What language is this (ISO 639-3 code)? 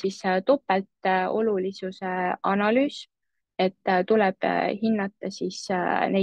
est